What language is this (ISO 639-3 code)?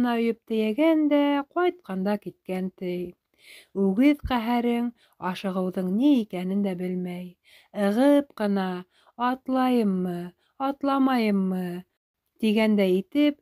bak